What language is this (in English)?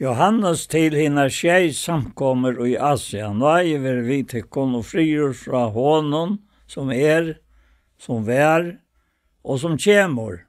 Faroese